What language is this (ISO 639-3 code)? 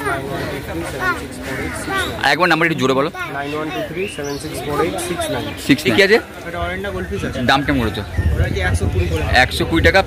ben